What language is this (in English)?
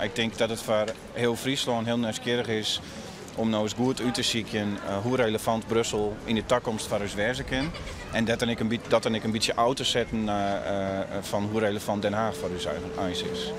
Western Frisian